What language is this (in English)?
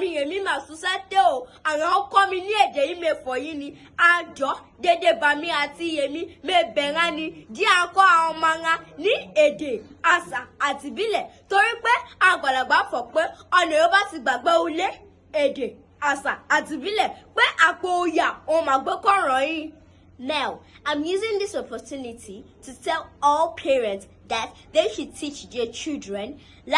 Yoruba